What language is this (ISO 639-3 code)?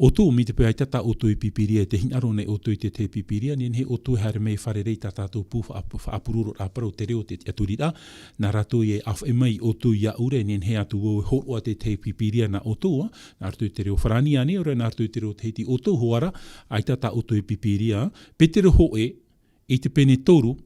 tah